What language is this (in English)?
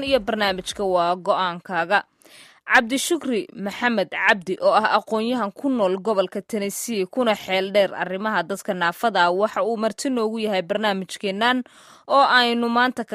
Somali